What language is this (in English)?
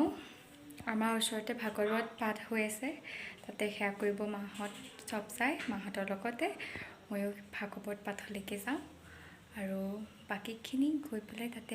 Assamese